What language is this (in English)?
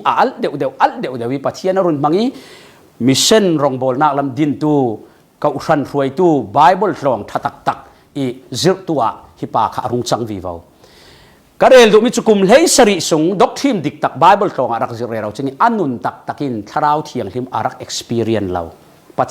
Falam Chin